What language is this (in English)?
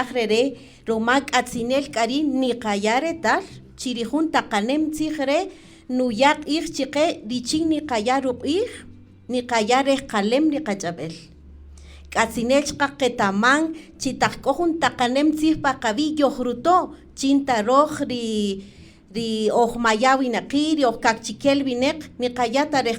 Kaqchikel